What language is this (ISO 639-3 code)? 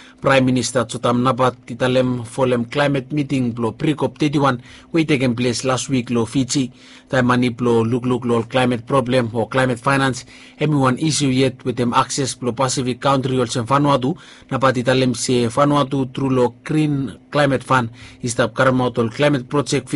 bis